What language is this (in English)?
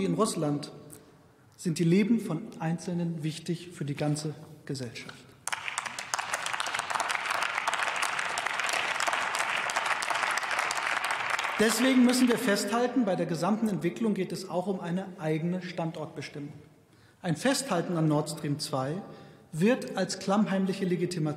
German